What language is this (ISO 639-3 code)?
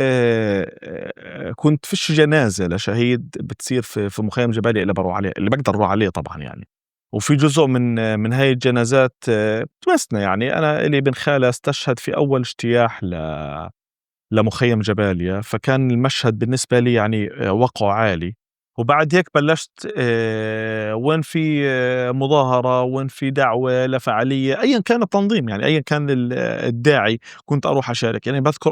apc